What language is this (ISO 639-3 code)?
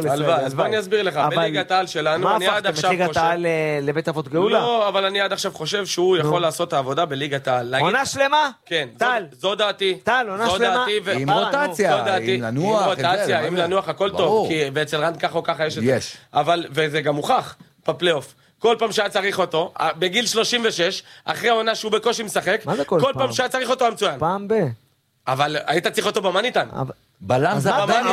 heb